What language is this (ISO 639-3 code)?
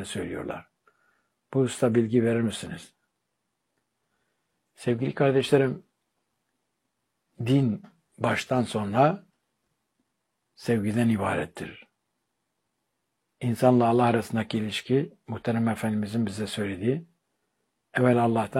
tur